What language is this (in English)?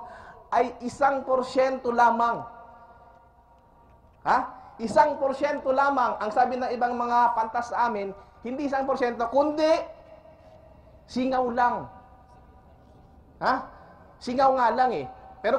Filipino